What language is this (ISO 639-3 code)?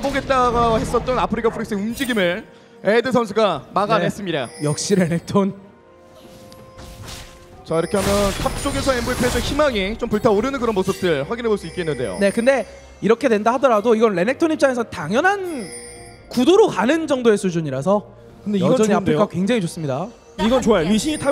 kor